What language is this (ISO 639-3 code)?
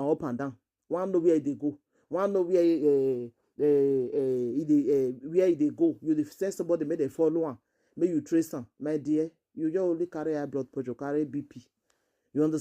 pcm